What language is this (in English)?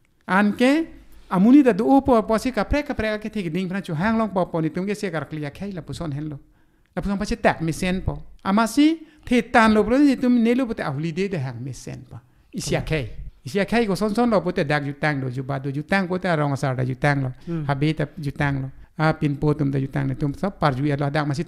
Karbi